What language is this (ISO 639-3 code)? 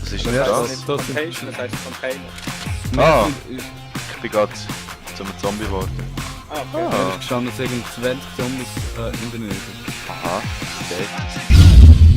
gsw